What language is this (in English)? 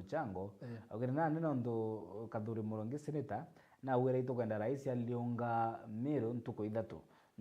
Meru